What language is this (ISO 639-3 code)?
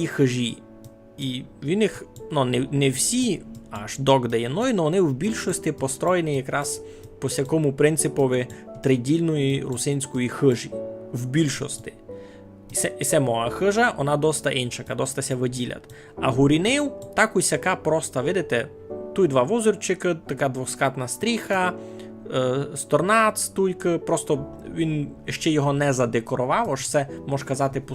rue